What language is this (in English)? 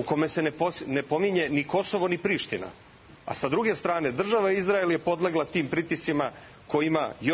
Serbian